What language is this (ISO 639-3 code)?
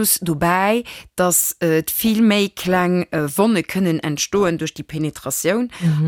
ltz